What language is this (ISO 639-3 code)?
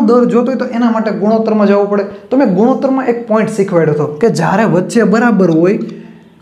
guj